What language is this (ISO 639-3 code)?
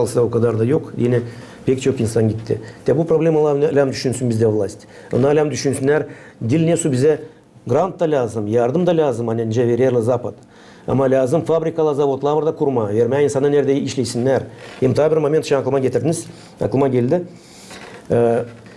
gag